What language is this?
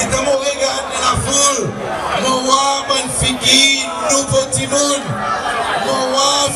Seselwa Creole French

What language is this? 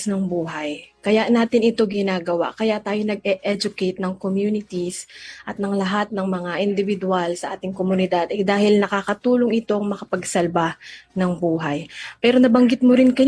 Filipino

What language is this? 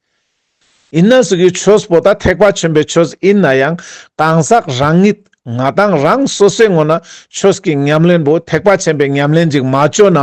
Ladakhi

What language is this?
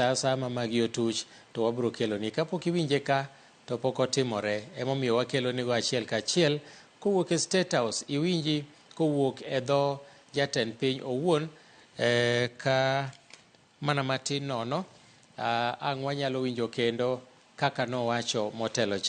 Luo (Kenya and Tanzania)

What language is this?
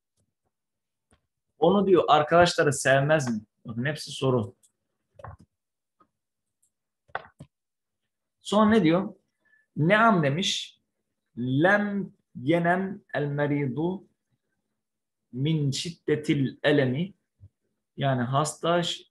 Turkish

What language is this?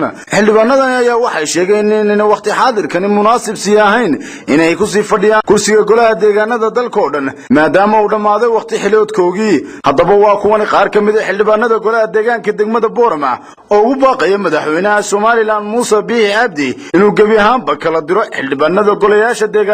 Somali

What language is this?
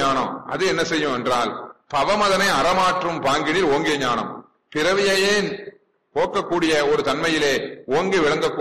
Tamil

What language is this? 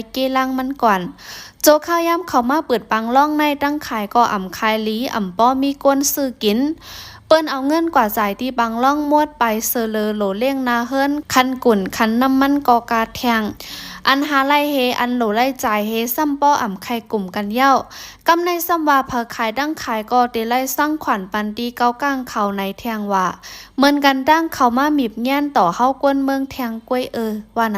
Shan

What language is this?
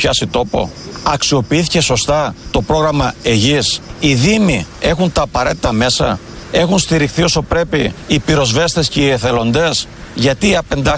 Greek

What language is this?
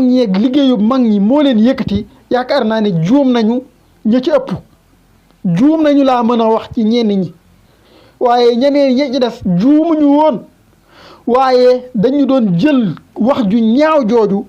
Wolof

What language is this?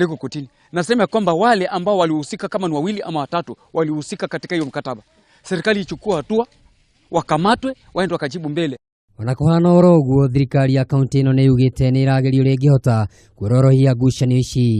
Kikuyu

